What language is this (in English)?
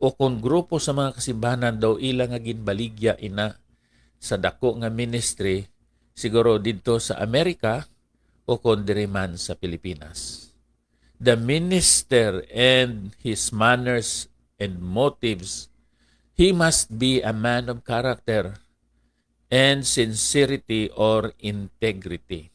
Hiligaynon